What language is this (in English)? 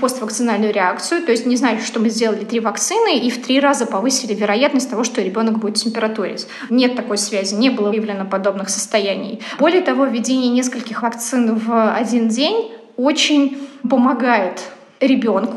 Russian